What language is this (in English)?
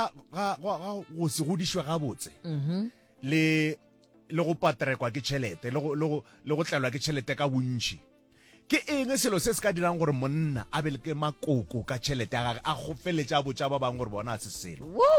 Northern Sotho